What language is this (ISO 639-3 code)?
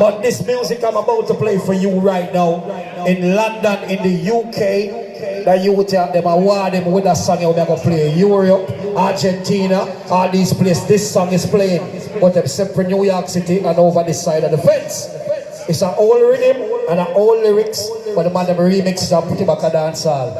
jam